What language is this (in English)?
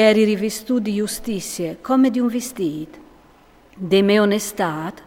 Friulian